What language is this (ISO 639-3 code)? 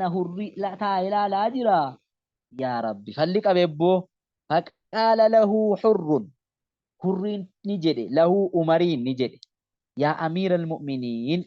orm